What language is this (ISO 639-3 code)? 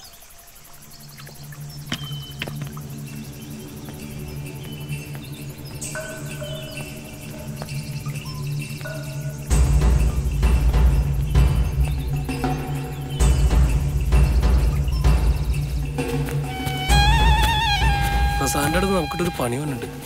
mal